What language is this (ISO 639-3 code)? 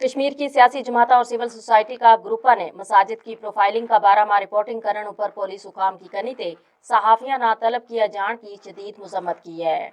gju